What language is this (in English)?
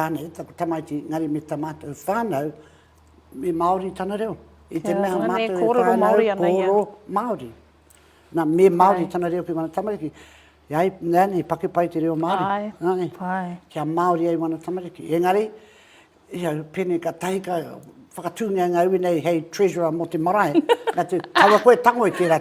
Māori